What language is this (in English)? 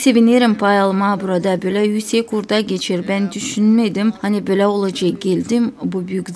Gagauz